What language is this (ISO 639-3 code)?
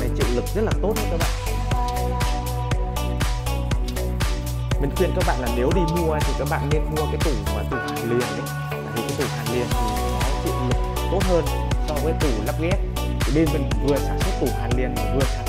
vie